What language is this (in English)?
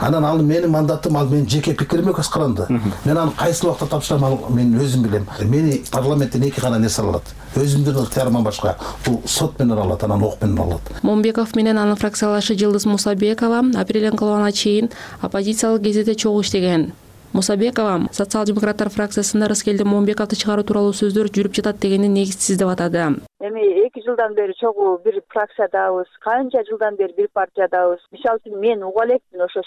Kyrgyz